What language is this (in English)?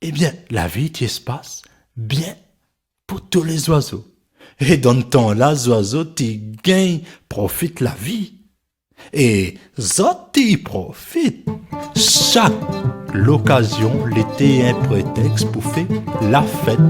Réunion Creole French